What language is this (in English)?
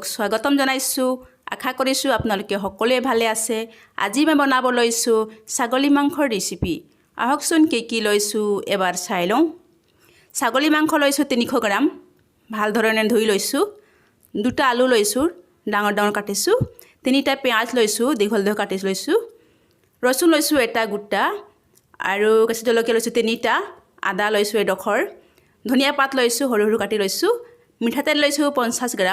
Assamese